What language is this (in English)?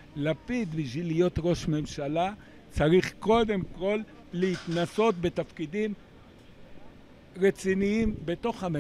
Hebrew